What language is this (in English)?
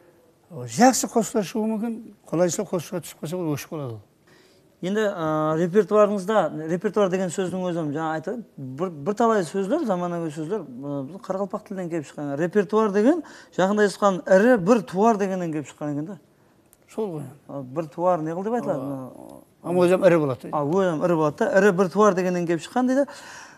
Kara-Kalpak